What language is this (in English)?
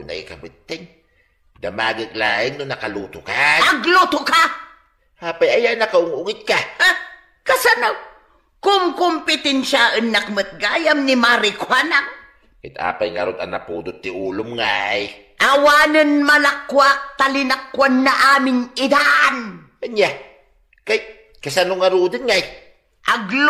Iloko